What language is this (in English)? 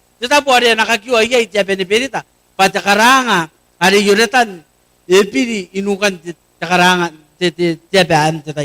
Gilbertese